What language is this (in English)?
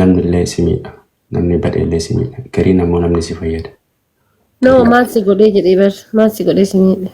Oromo